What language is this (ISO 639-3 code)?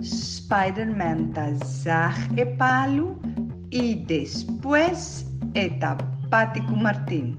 pap